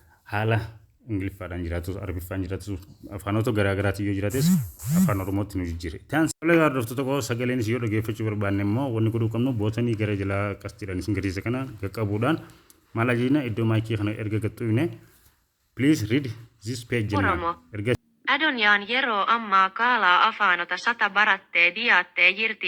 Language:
Oromo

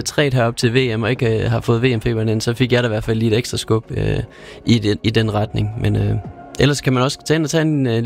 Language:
Danish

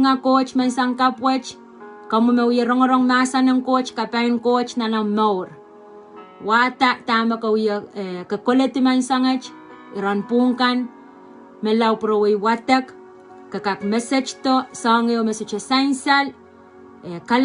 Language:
Pohnpeian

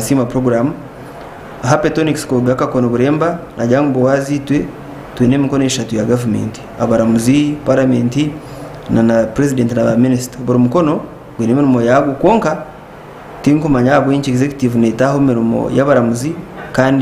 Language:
Nyankole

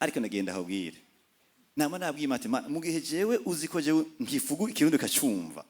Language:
Rundi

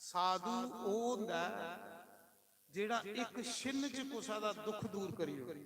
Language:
Dogri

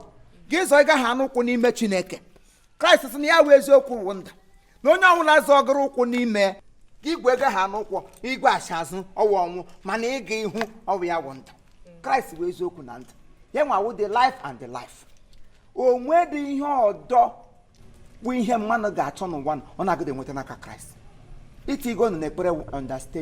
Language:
Igbo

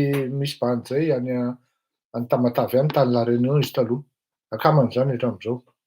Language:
Malagasy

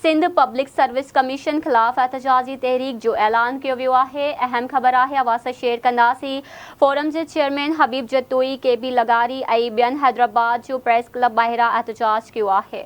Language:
Sindhi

